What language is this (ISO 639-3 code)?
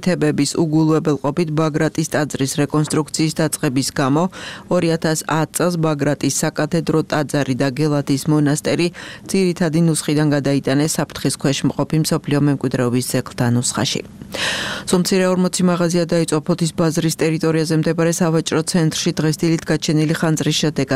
kat